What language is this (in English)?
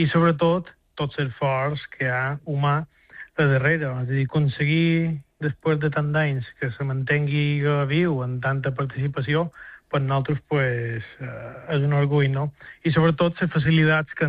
Catalan